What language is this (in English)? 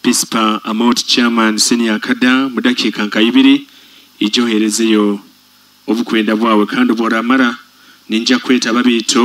Nyoro